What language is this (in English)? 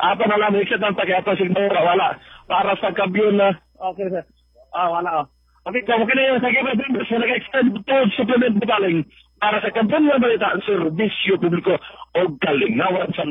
Cebuano